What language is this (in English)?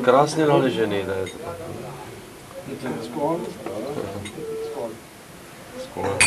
Czech